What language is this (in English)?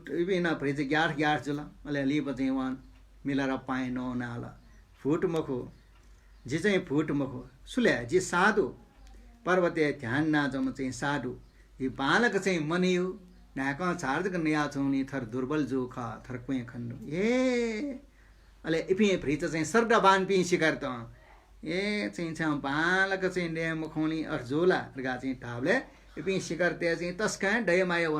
Newari